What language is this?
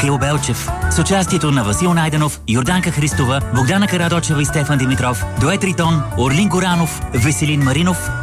Bulgarian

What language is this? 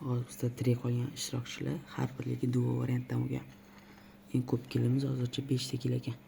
Uzbek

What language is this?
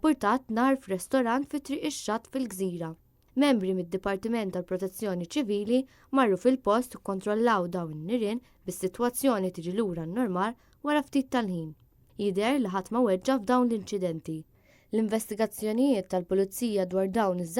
Maltese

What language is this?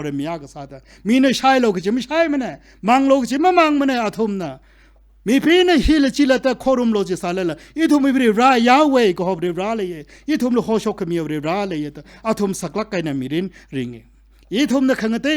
Tangkhul Naga (India)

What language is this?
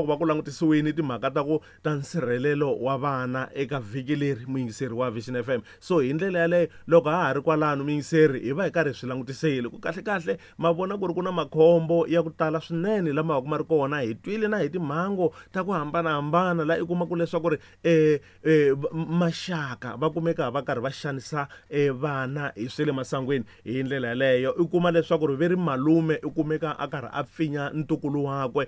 Tsonga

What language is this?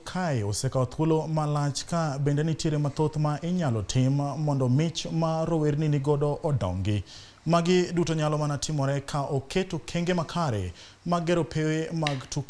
Luo (Kenya and Tanzania)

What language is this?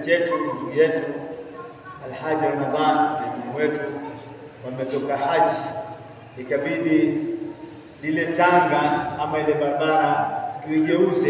Swahili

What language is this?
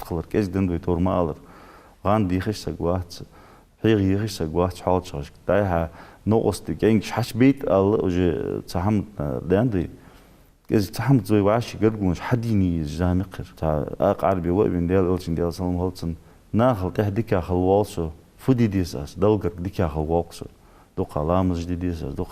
Ingush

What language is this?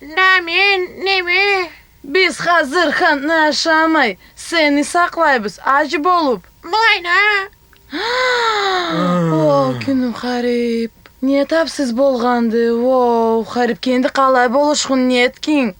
Karachay-Balkar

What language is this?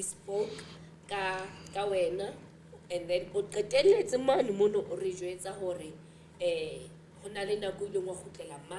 Southern Sotho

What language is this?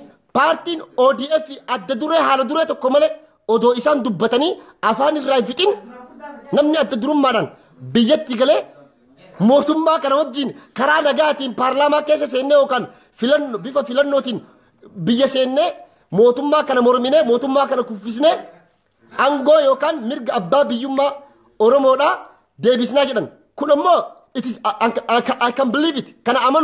Oromo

